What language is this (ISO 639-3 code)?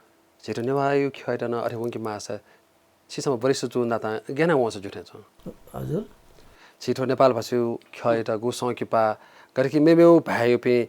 new